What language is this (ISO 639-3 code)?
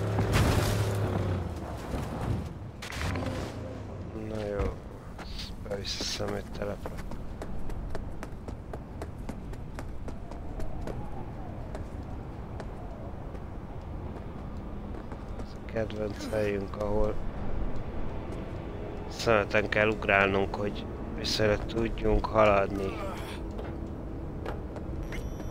hun